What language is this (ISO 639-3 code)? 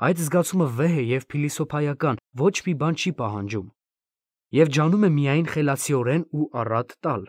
hye